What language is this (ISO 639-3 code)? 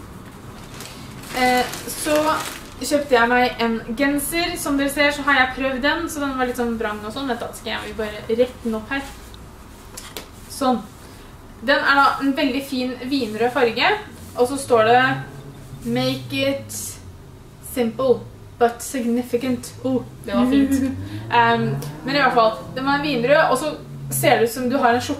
nor